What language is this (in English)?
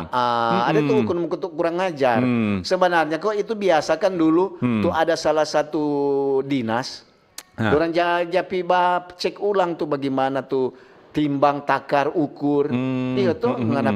Manado Malay